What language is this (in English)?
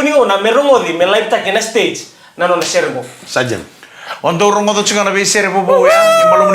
Fijian